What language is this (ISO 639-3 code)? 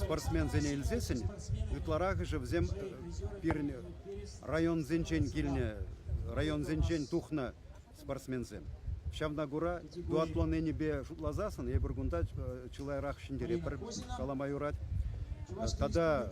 chv